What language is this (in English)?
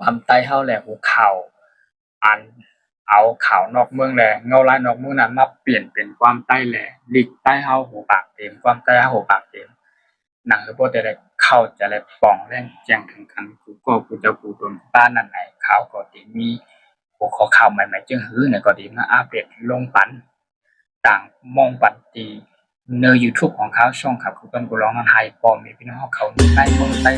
Shan